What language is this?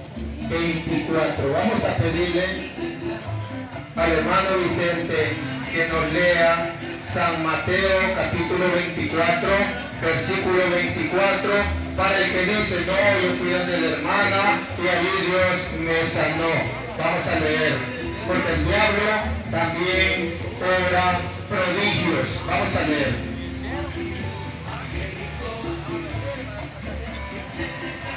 Spanish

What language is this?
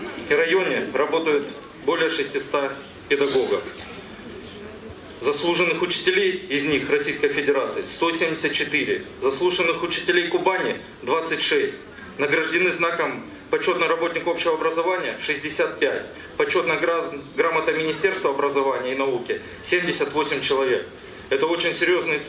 Russian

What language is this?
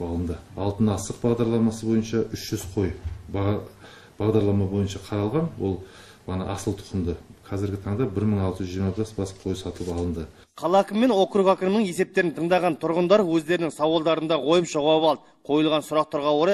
Kazakh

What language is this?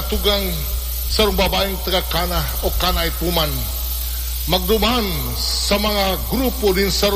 Bikol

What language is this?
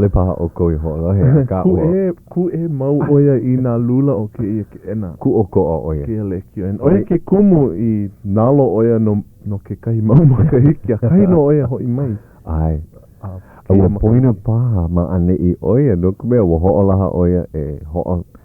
Hawaiian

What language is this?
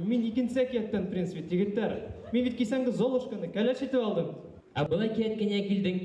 Bashkir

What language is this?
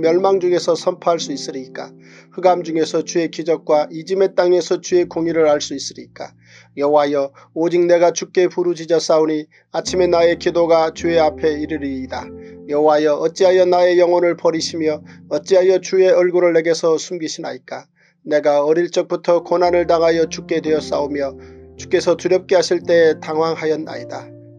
Korean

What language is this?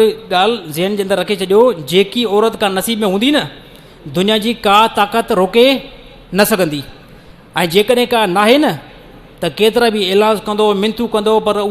Sindhi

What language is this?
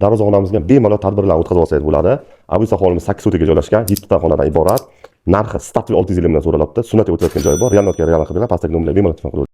Uzbek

